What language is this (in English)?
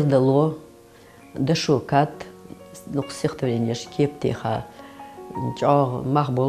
Ingush